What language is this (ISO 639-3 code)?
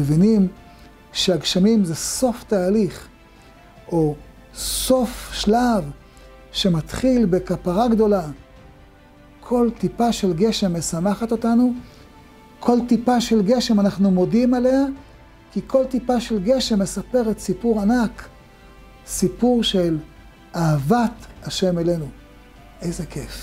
heb